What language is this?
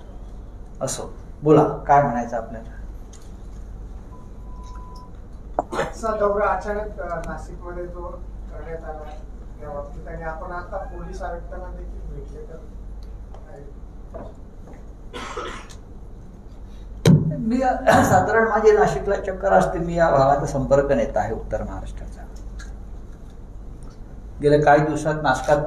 Marathi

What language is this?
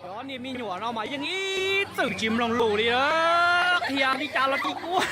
Hmong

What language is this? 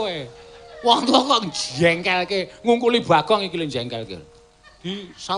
Javanese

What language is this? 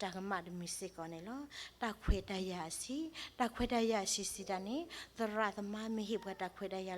S'gaw Karen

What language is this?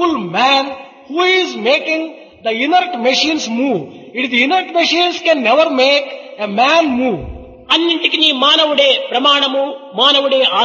Telugu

